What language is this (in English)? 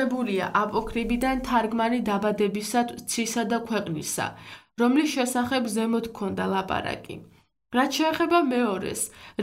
Georgian